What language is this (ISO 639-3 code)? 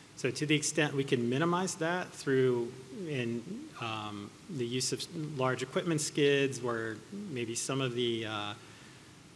eng